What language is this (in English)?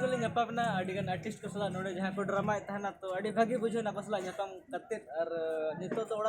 Santali